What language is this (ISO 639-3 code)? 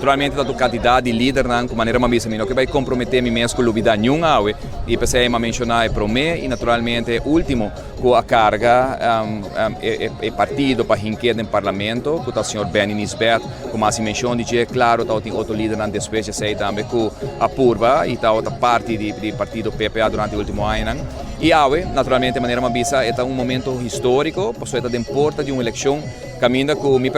pap